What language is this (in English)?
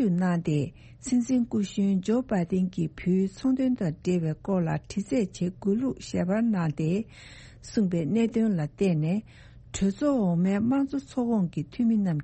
Tibetan